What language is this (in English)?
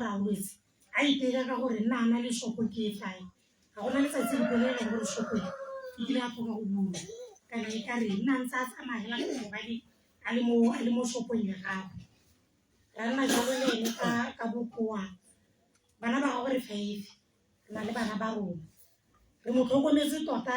Tswana